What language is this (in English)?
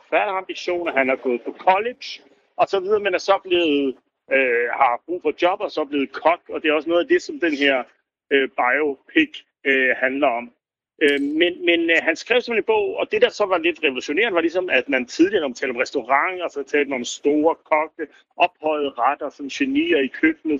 Danish